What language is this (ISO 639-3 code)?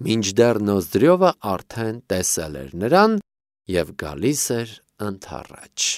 hye